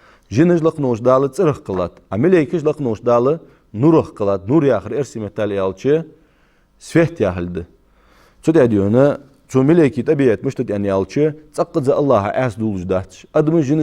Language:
Ingush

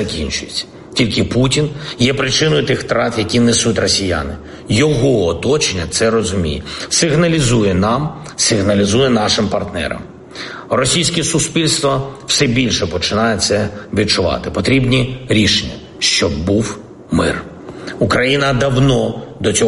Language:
Ukrainian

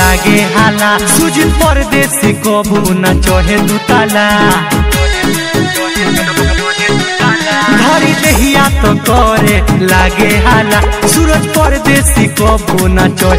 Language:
Bhojpuri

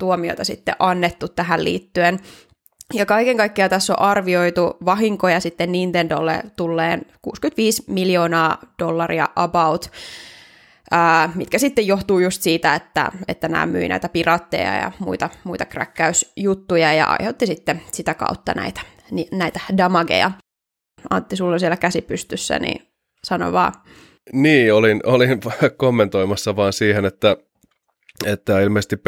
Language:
Finnish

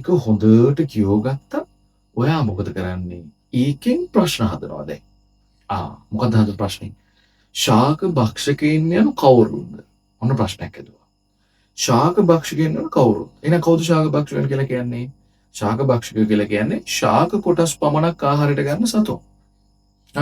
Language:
Sinhala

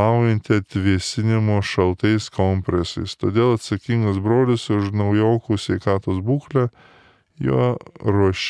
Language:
Lithuanian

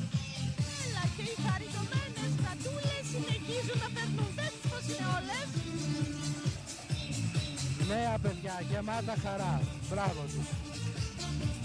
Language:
Greek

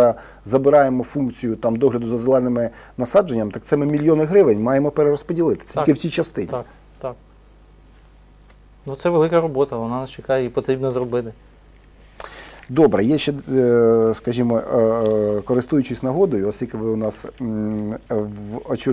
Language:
Ukrainian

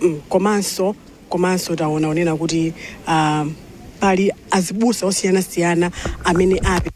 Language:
Nyanja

